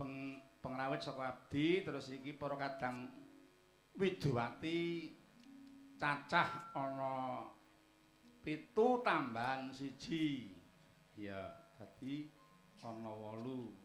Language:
Javanese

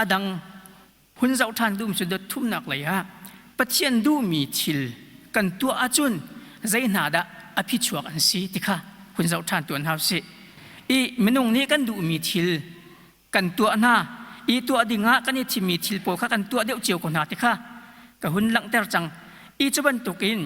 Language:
Hakha Chin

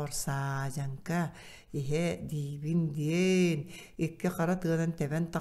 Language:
Yakut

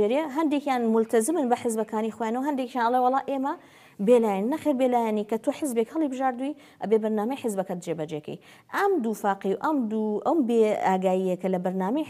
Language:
Central Kurdish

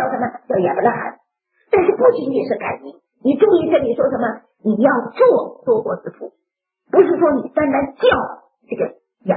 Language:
Chinese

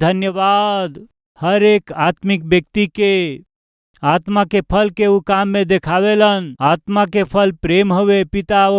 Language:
Bhojpuri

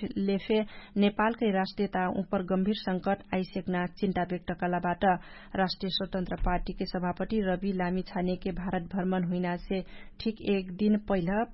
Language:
Dangaura Tharu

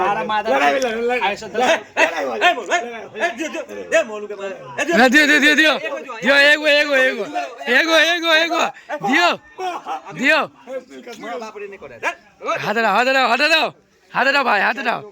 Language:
Maithili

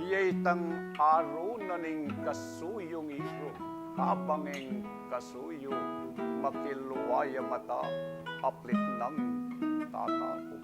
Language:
Pampanga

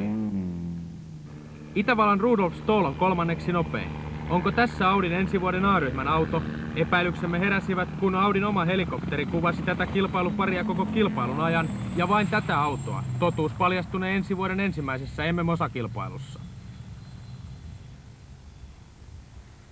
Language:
Finnish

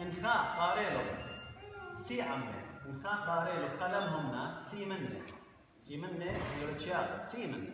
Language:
Assyrian Neo-Aramaic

